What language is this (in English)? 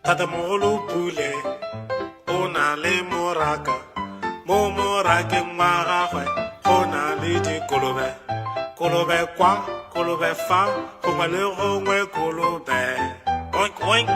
Tswana